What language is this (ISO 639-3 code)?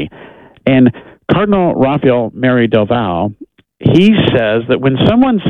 eng